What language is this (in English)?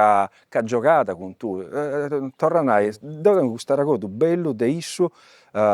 Sardinian